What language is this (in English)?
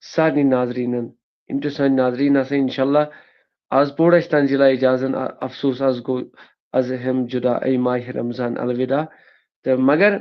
Kashmiri